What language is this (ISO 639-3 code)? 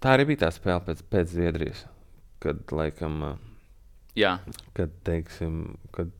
lav